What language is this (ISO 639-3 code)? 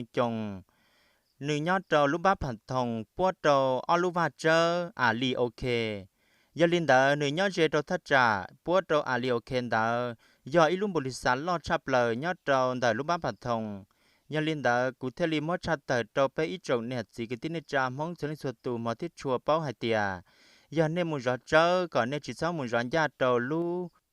hmn